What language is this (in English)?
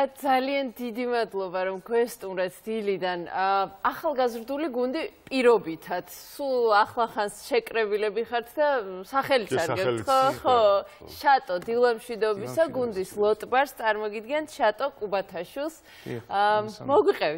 Georgian